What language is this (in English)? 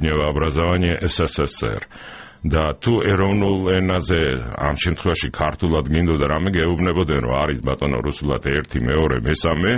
Georgian